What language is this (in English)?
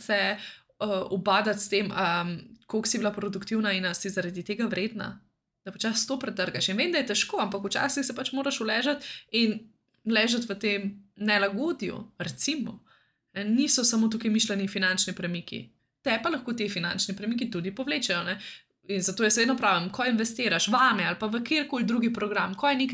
Slovenian